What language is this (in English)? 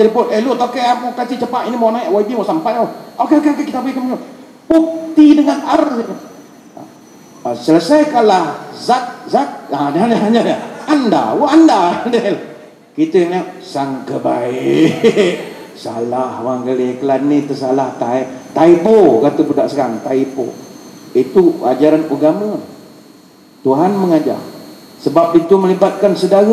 Malay